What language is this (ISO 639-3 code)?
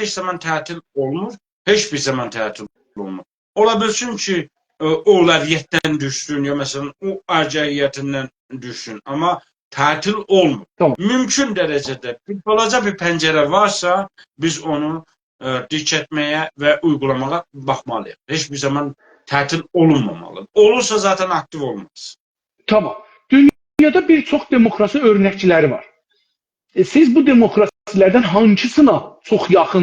azb